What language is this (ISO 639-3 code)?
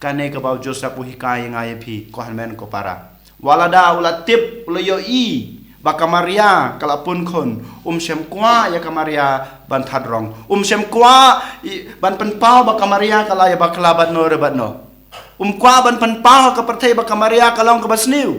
kha